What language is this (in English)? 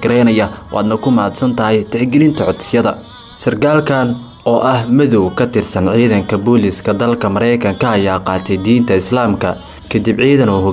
Somali